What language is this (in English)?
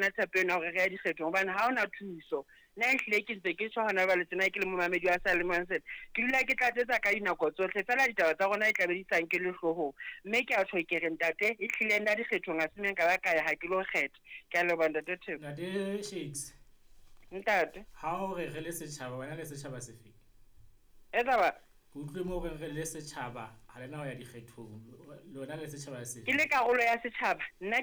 Southern Sotho